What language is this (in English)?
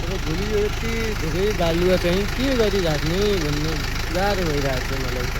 Nepali